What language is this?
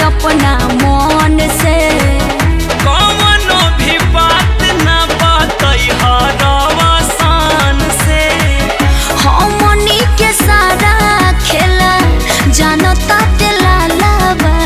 Bhojpuri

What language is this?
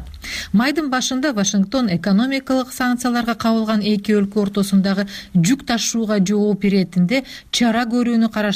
Kyrgyz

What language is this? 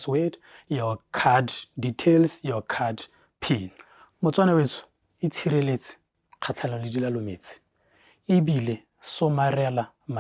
Tswana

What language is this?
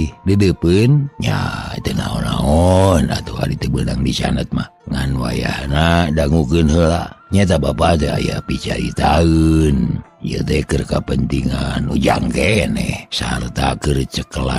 Sundanese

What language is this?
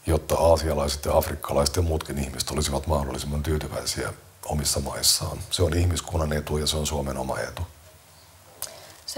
Finnish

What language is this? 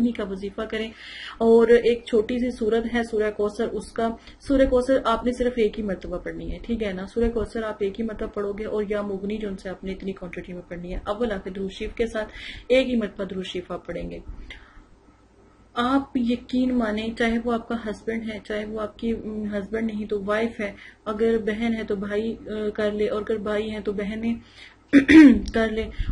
Urdu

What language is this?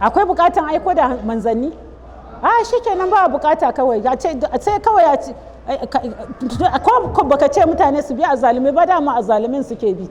Hausa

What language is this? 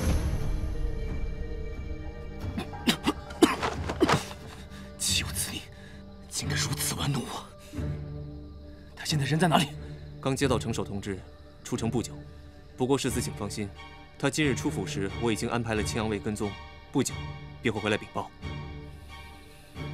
Chinese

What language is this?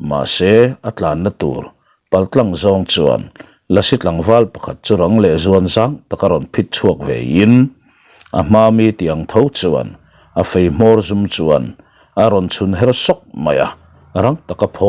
Mizo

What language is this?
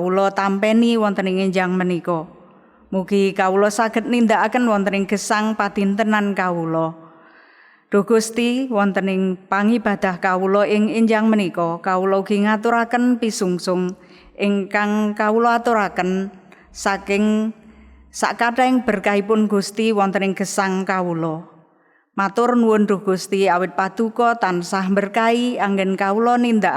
Javanese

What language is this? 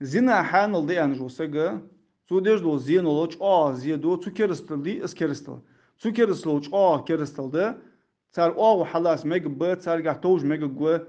Ingush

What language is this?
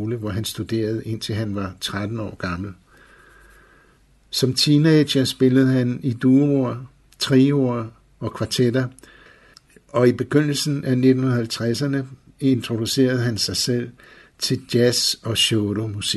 Danish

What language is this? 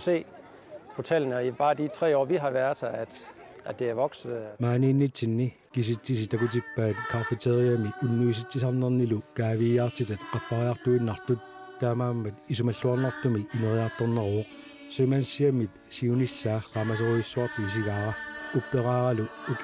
Kalaallisut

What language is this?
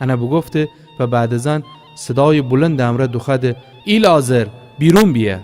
Gilaki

